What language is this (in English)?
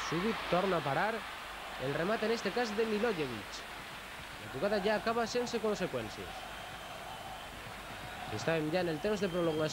Catalan